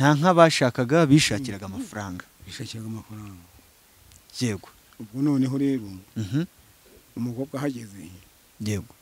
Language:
Kinyarwanda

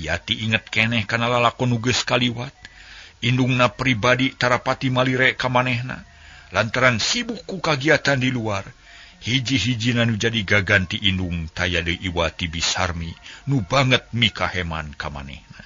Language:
Sundanese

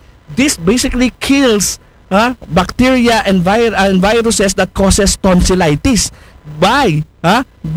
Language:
Aklanon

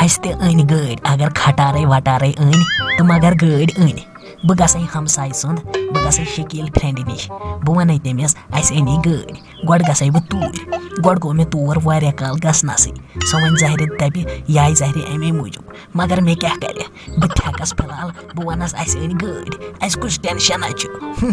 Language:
Kashmiri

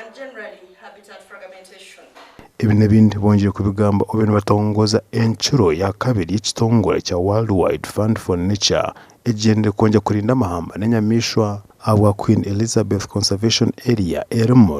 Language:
Nyankole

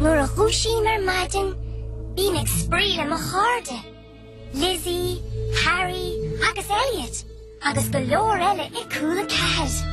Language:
Irish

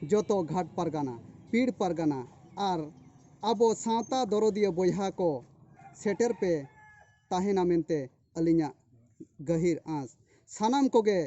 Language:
Santali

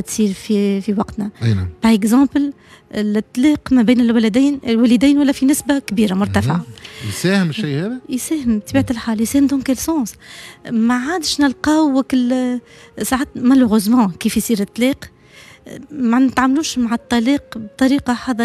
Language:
Tunisian Arabic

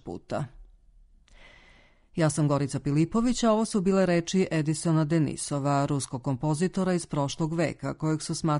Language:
Serbian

